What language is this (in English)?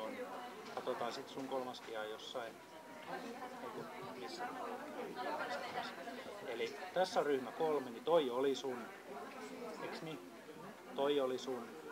Finnish